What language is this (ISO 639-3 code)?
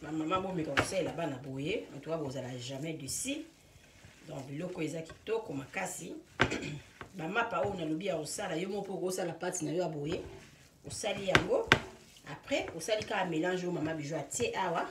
lin